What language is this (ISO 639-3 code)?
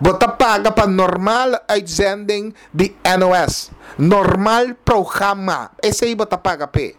pap